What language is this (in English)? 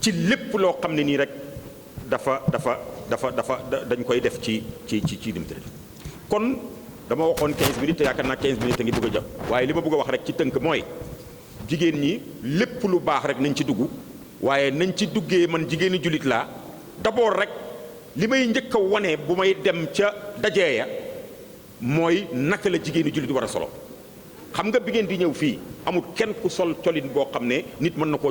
Wolof